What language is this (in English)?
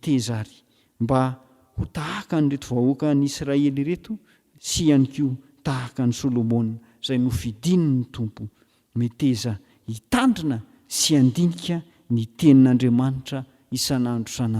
Malagasy